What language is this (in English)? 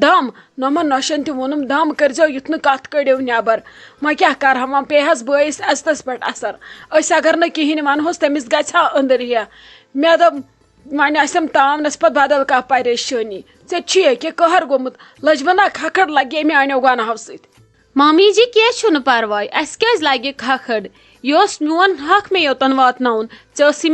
Kashmiri